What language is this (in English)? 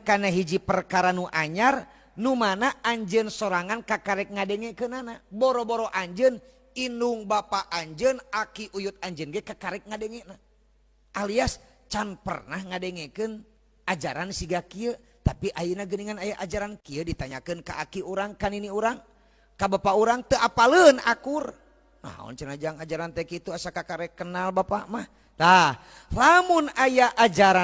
Sundanese